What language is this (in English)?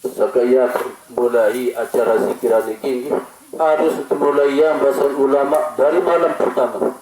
Sasak